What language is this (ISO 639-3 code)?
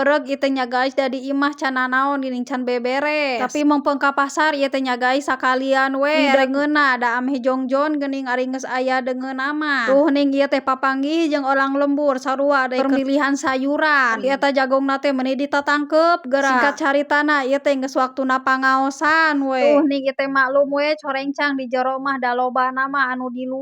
sun